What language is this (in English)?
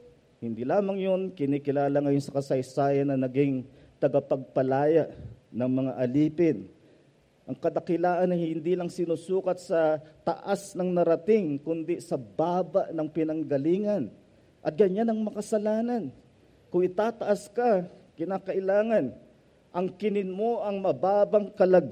Filipino